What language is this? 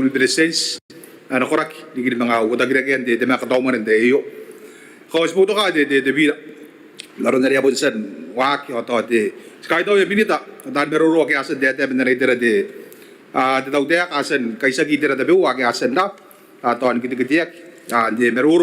Gilbertese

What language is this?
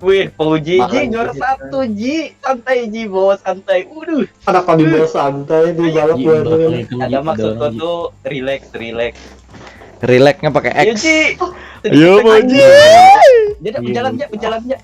Banjar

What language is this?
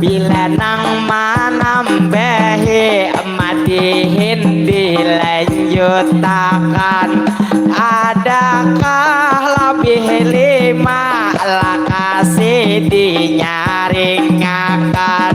Banjar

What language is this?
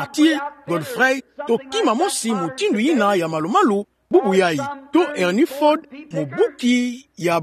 Kituba (Democratic Republic of Congo)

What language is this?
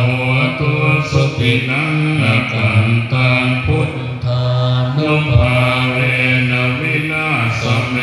Pali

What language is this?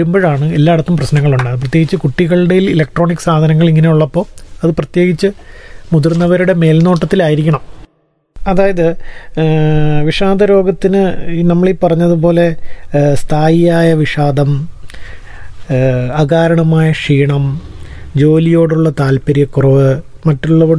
Malayalam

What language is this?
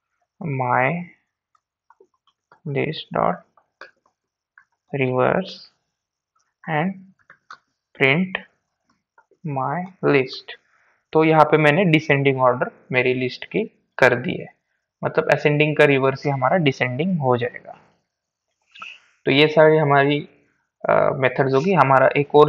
Hindi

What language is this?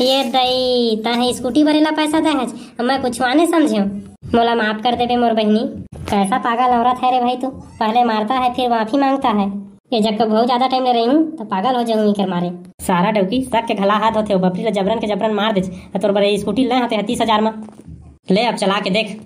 Chhattisgarhi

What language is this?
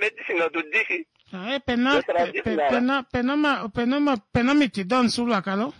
Kuanyama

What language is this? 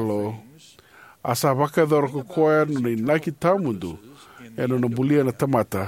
Fijian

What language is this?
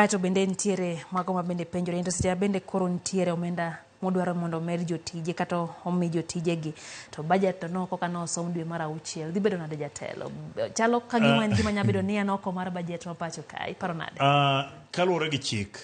Luo (Kenya and Tanzania)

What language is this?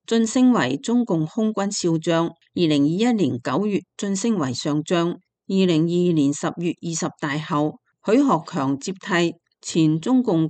Cantonese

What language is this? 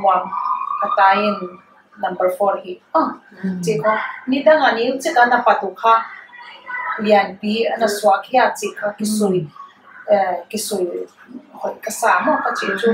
Paite Chin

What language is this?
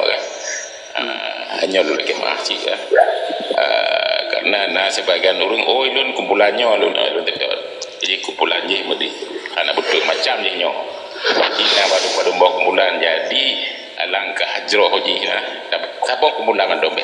Achinese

